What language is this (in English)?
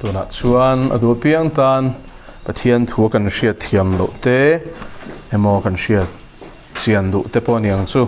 Mizo